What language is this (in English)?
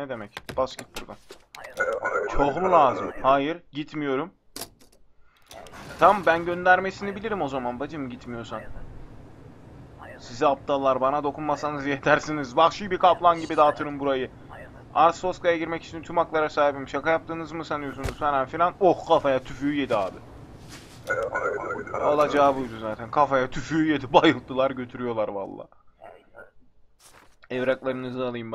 Turkish